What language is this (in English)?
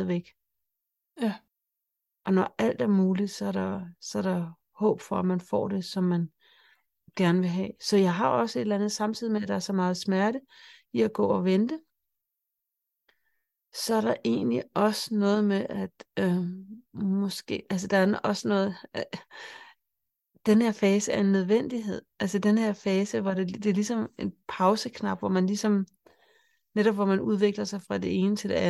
Danish